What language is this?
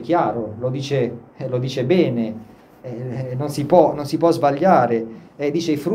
Italian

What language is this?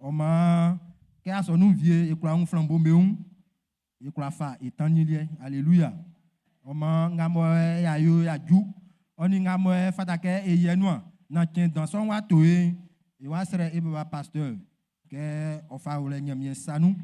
Baoulé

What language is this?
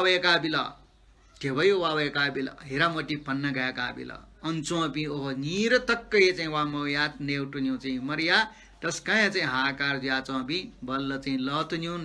Newari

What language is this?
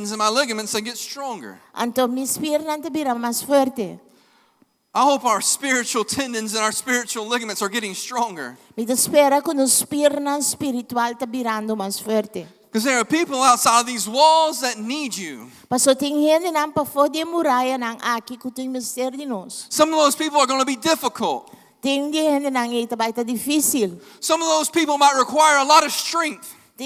Papiamento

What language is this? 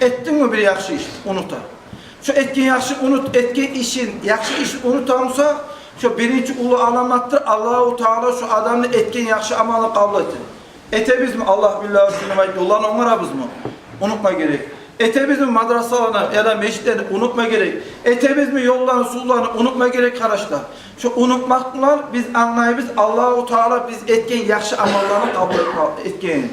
Kumyk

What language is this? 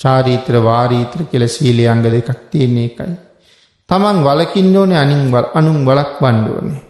Sinhala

